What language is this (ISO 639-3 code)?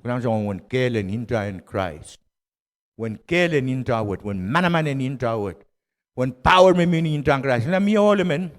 pon